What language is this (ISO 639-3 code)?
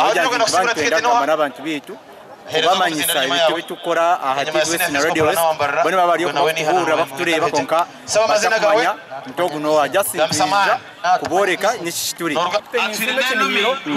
nyn